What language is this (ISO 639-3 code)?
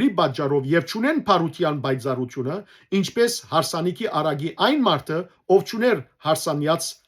hyw